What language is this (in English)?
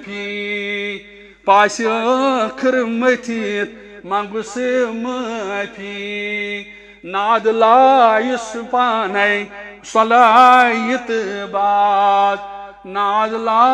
Kashmiri